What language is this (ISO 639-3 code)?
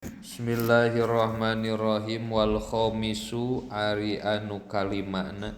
sun